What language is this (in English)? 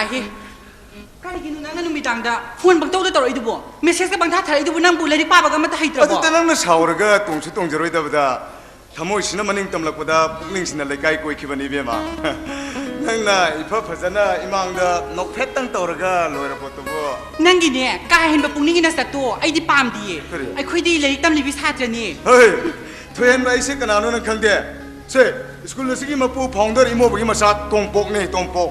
Manipuri